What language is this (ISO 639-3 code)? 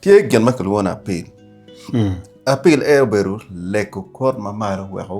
ach